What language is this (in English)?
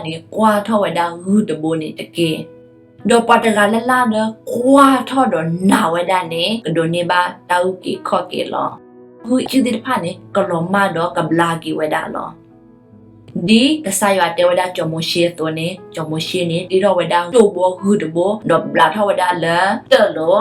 S'gaw Karen